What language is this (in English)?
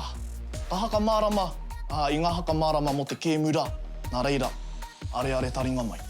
Māori